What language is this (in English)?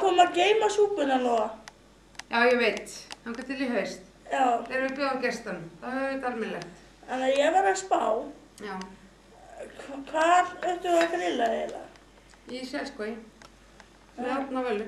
Icelandic